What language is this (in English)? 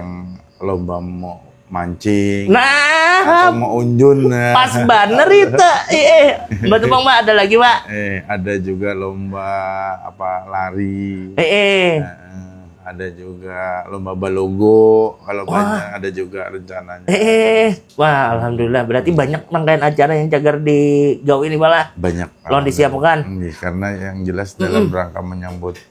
Banjar